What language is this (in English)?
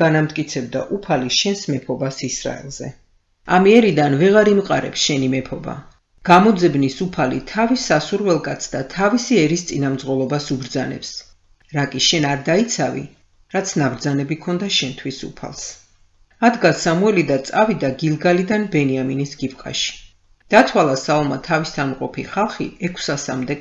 Georgian